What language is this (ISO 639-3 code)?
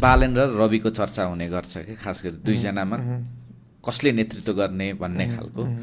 nep